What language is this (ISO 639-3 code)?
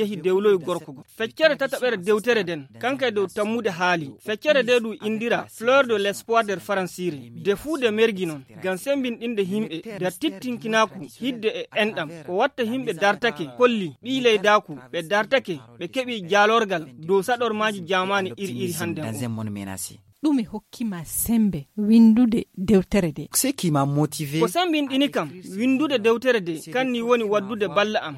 ful